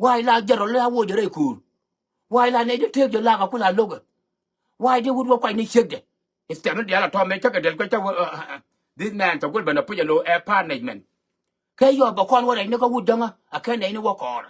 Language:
Nuer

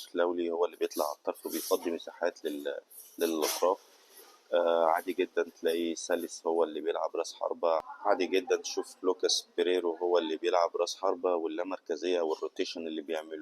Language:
Egyptian Arabic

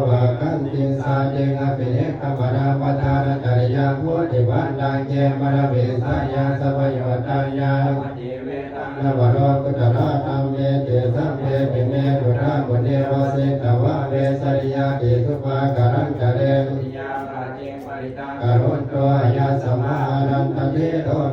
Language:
Pali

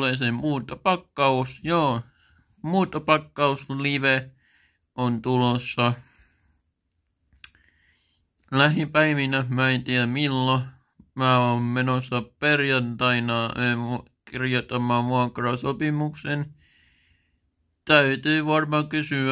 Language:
Finnish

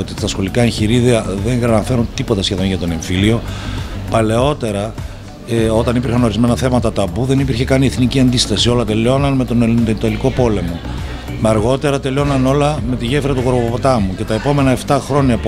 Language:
Greek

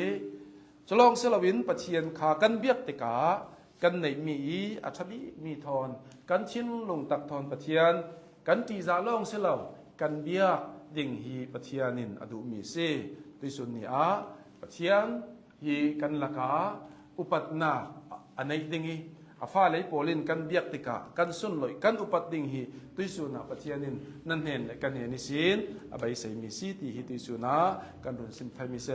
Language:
Hakha Chin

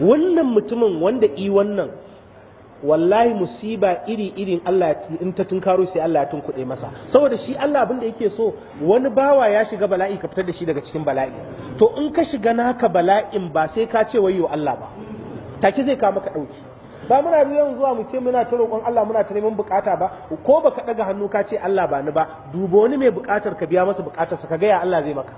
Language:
Hausa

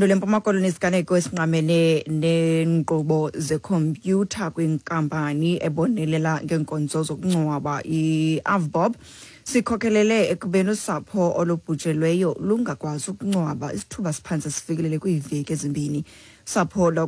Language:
Xhosa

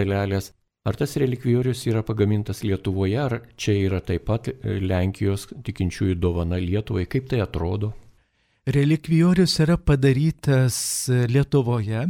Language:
Lithuanian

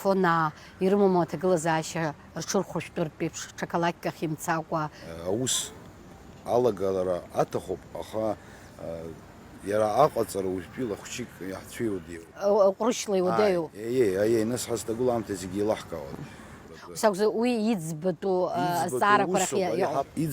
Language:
Abkhazian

